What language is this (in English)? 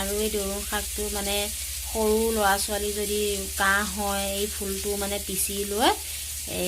Assamese